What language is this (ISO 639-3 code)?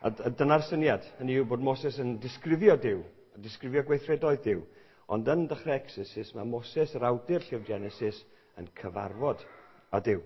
cym